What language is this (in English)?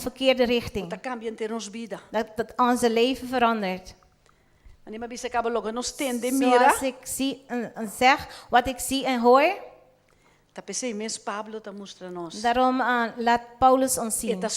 Papiamento